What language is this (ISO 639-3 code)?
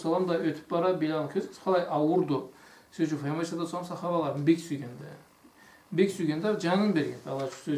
krc